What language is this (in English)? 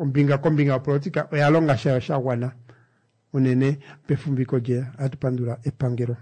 Kuanyama